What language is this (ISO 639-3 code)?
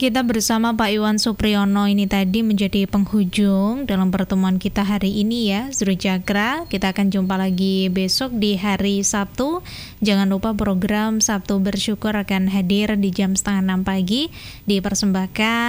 ind